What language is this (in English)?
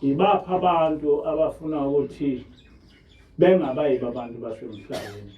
Zulu